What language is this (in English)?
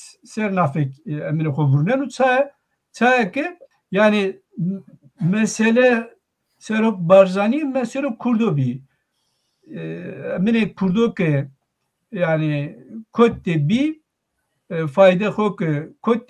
Zaza